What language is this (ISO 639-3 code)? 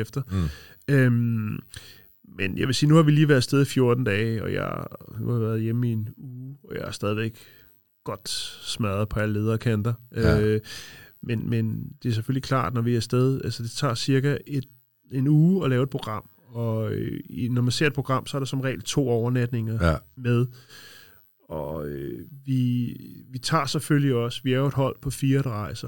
dan